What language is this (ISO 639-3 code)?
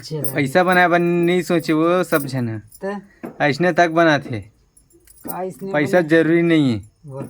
hne